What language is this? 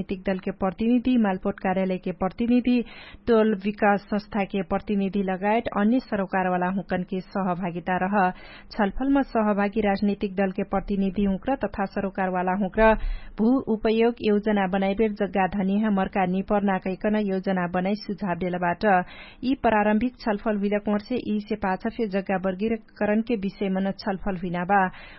Dangaura Tharu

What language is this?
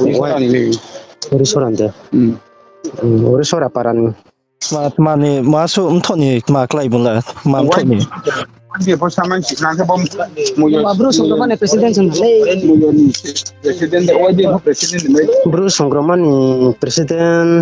Riang (India)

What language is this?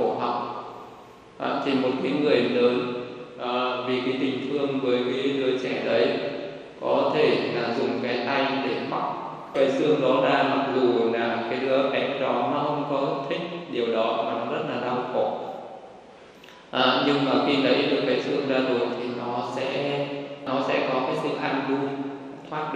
Vietnamese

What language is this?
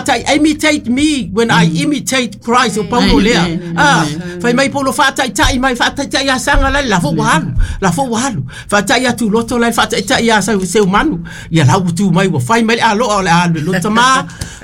Samoan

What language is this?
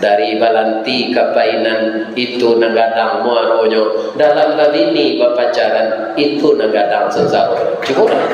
Minangkabau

